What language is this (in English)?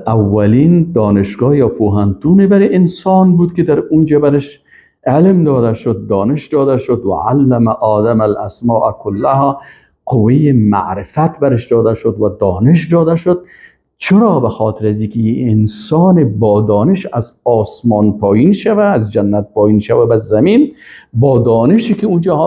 Persian